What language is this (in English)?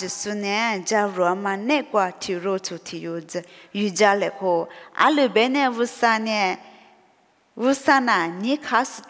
Lisu